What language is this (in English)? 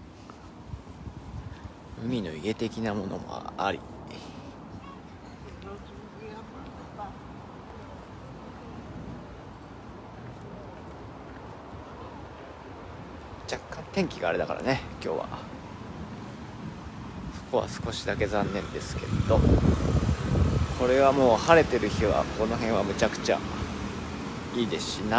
Japanese